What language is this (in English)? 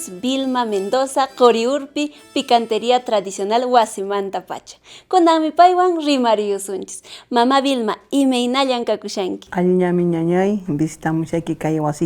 Quechua